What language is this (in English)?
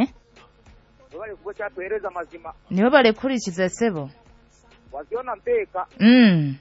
Nyoro